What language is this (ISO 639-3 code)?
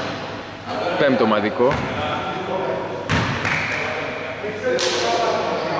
ell